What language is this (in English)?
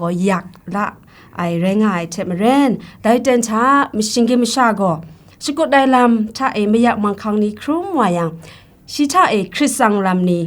Kachin